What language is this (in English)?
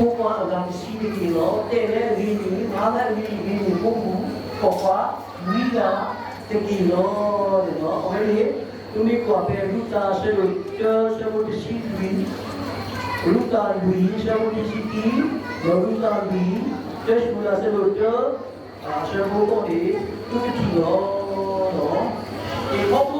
S'gaw Karen